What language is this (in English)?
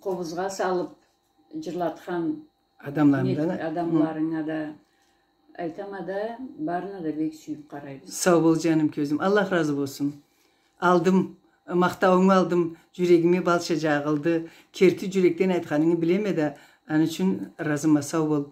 Karachay-Balkar